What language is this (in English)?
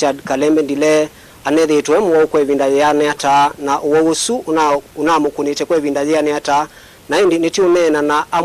Kamba